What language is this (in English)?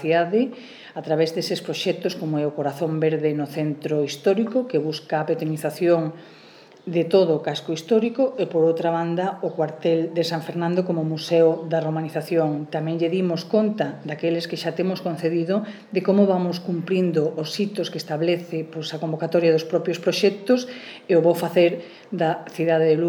Galician